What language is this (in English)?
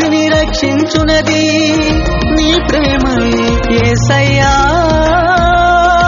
Telugu